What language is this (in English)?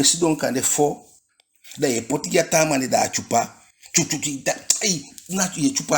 Eastern Maroon Creole